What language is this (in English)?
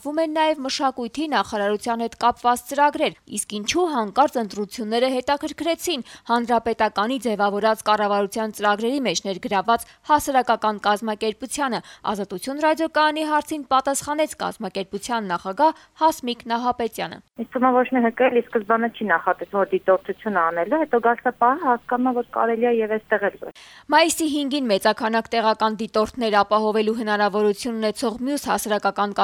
Armenian